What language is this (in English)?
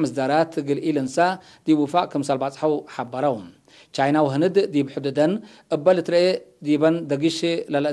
Tigre